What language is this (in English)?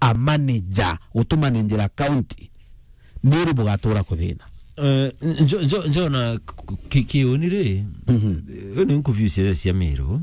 Meru